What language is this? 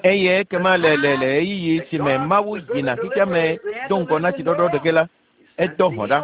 Ewe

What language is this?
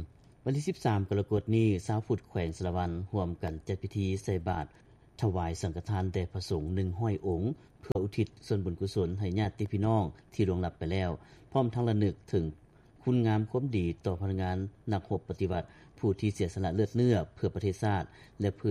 Lao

